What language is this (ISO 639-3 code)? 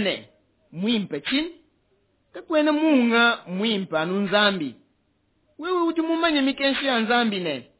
lua